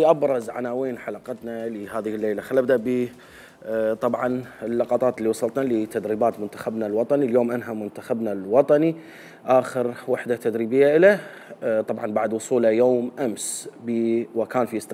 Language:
Mesopotamian Arabic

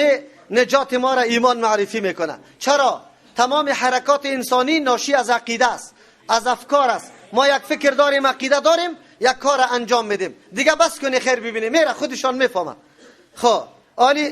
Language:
Persian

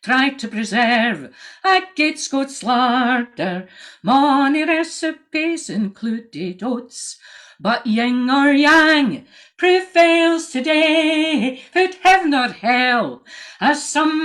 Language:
Scots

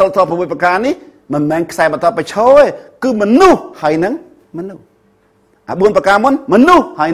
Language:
Khmer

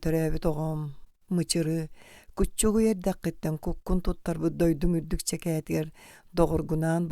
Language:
Yakut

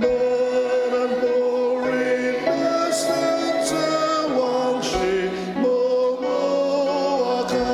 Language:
Ao Naga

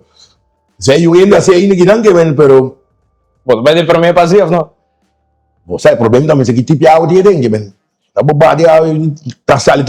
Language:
Papiamento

